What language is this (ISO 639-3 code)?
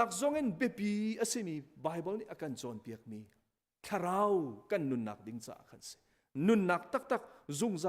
cnh